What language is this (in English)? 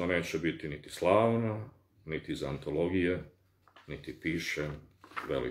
Bosnian